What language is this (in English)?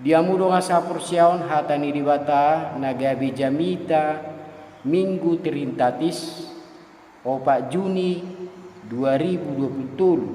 Batak Toba